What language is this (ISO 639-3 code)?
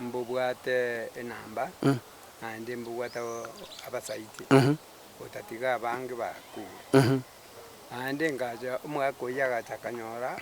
guz